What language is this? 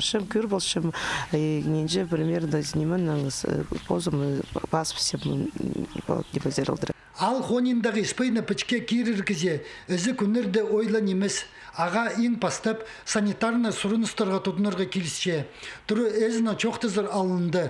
Khakas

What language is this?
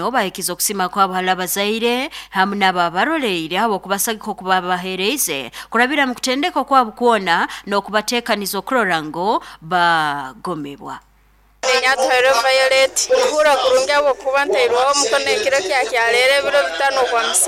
Nyoro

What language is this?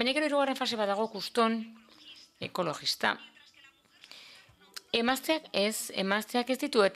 Basque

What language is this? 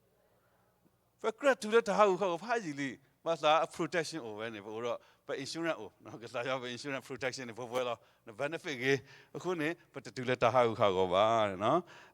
S'gaw Karen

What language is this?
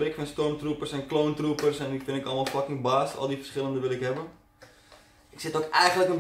Dutch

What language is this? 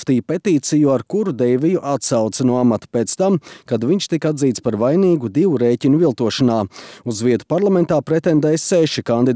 Latvian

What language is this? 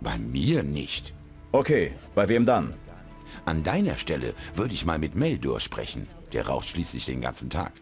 Bavarian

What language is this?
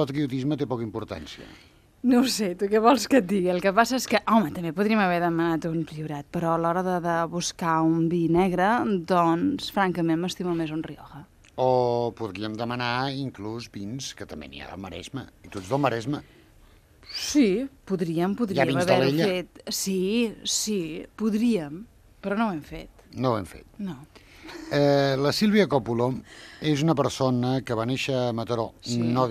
Catalan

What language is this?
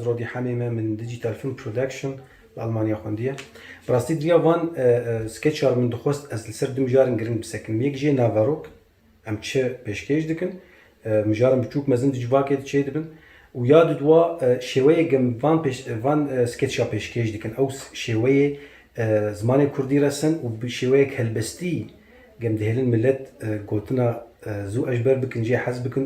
Kurdish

